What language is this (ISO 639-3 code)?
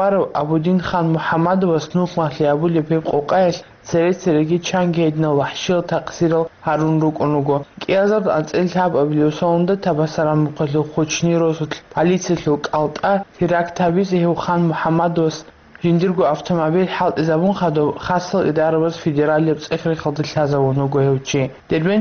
ava